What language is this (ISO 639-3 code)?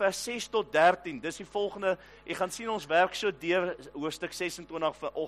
afr